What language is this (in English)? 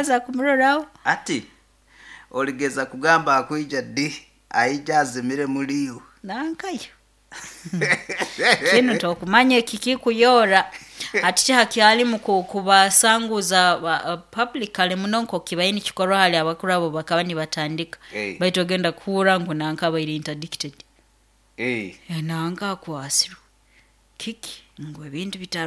Nyoro